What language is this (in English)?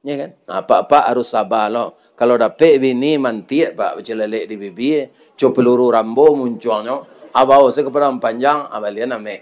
Minangkabau